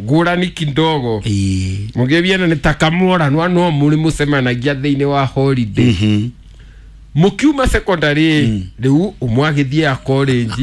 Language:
Kikuyu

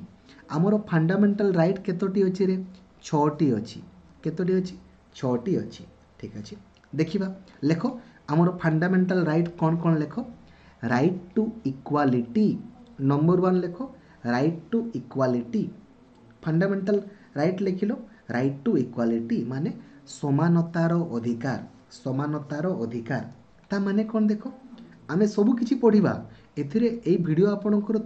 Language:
Odia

